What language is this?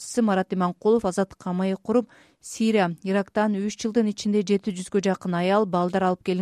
Kyrgyz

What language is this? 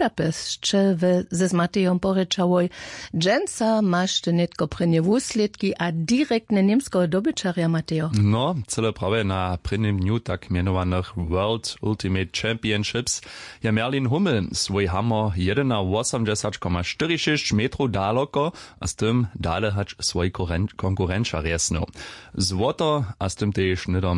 Upper Sorbian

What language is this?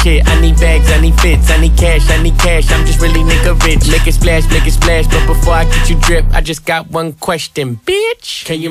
English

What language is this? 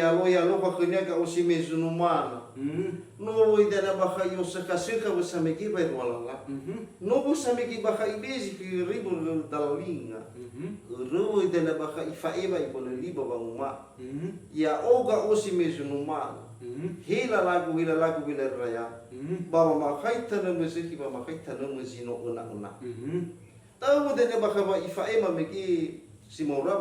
Nias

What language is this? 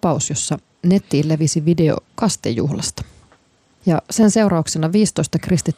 Finnish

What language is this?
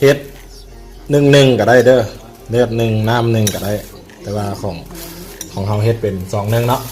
Lao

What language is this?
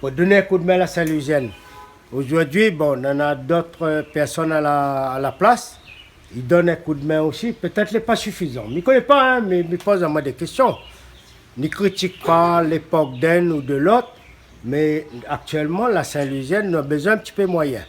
Réunion Creole French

